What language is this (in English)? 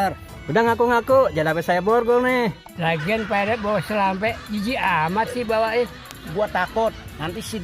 Betawi